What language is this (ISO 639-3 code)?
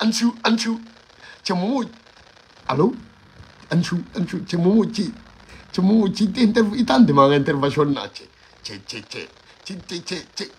bam